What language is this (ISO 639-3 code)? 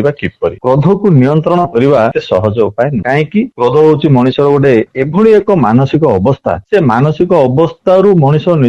ori